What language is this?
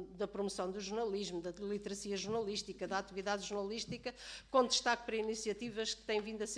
Portuguese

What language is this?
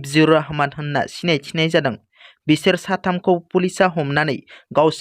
Bodo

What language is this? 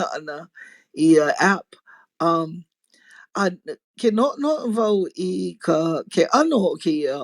Hawaiian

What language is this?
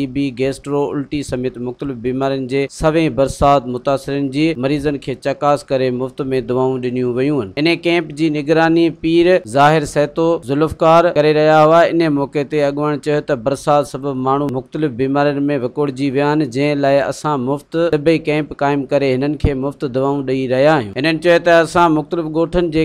Sindhi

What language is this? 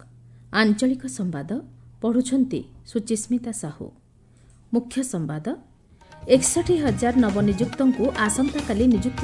Odia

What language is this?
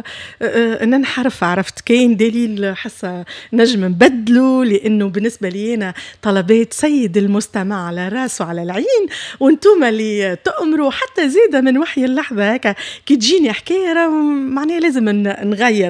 Tunisian Arabic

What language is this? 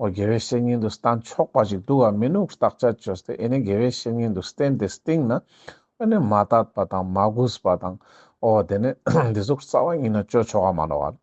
Ladakhi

